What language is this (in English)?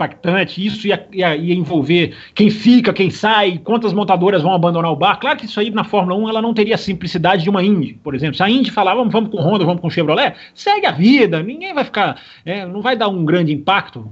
Portuguese